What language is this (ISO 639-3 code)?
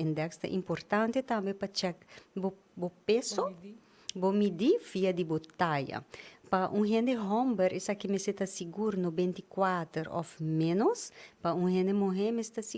pap